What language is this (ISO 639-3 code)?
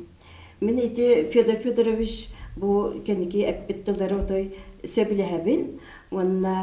sah